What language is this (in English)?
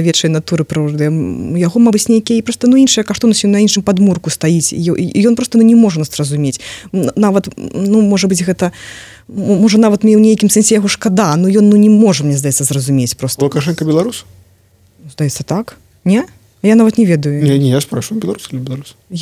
Belarusian